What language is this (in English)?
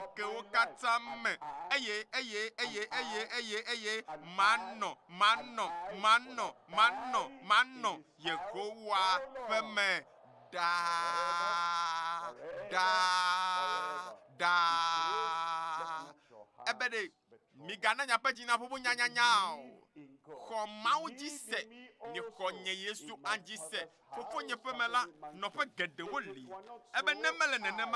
Ewe